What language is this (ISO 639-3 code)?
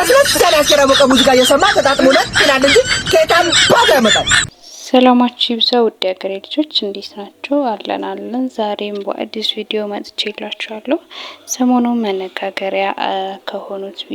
amh